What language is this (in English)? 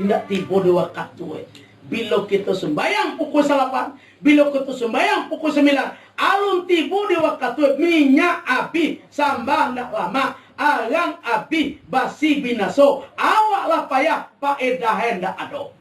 Minangkabau